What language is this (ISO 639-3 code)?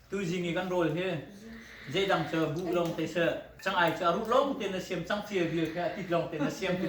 cnh